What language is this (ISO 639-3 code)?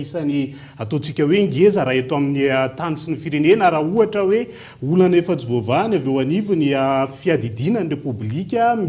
mlg